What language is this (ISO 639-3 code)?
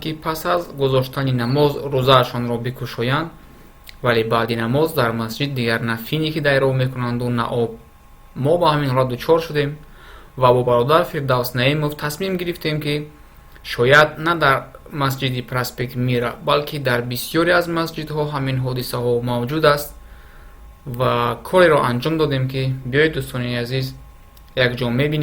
tgk